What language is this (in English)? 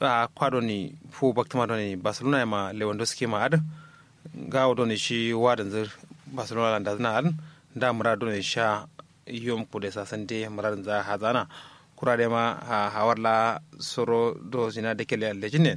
Kanuri